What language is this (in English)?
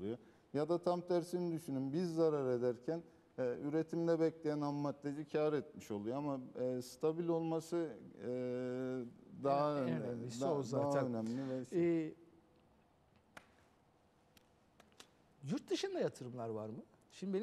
Turkish